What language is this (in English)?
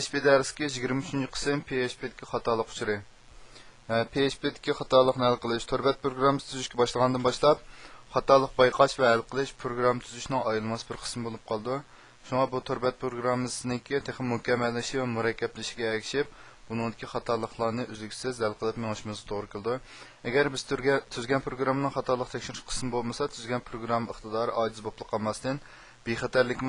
Uyghur